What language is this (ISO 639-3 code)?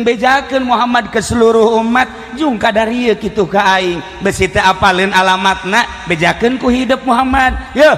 sun